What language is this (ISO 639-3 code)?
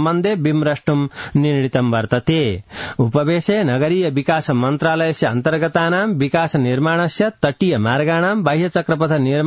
san